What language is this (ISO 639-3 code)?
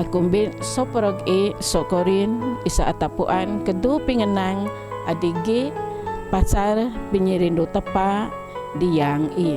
bth